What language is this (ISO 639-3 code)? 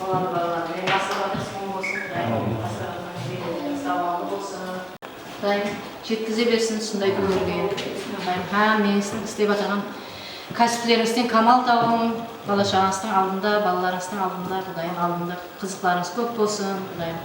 kaa